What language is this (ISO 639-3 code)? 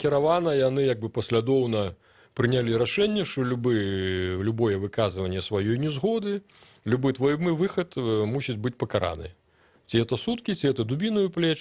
bel